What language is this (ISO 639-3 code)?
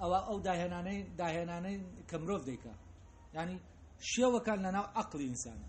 ckb